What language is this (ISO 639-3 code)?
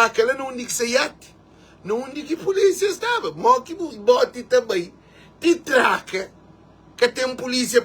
kea